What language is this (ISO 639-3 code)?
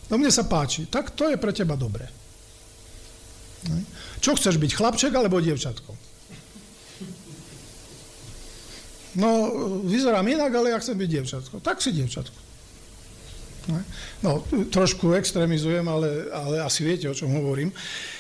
slk